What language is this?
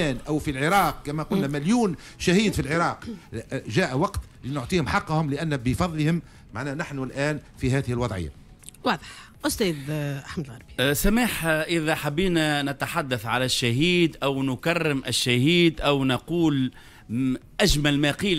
Tunisian Arabic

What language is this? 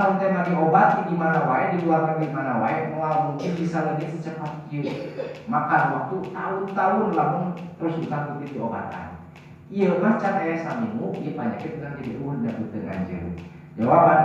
Sundanese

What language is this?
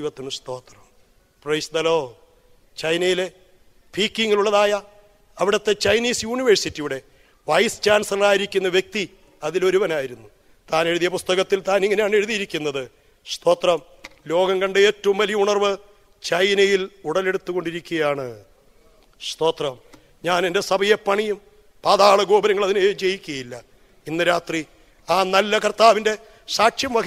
Malayalam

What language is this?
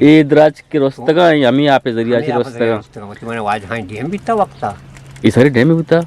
Eastern Balochi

